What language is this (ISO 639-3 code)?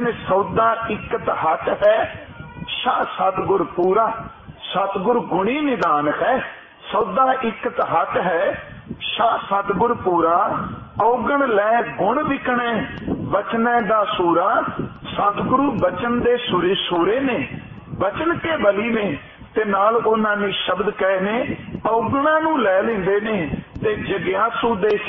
pan